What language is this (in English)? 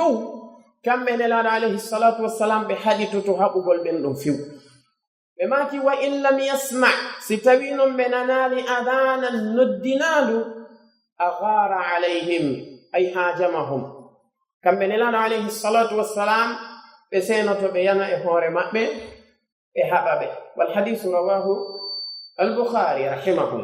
Pular